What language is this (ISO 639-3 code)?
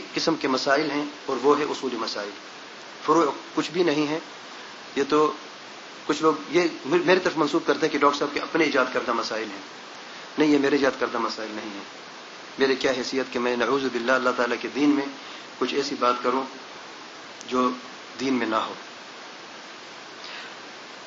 urd